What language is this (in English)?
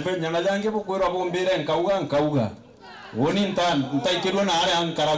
Meru